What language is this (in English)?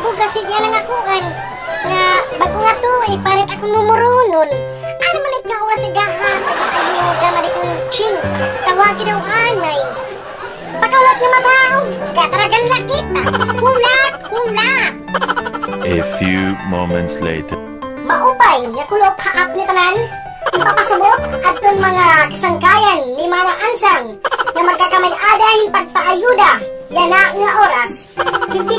Waray